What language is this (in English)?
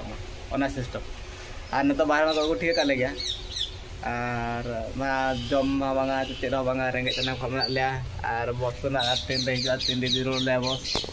Santali